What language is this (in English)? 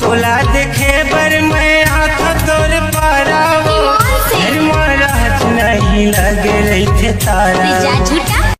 Chhattisgarhi